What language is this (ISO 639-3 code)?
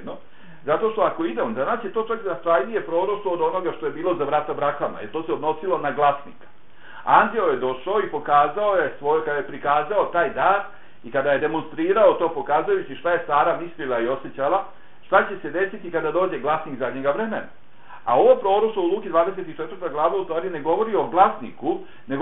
bos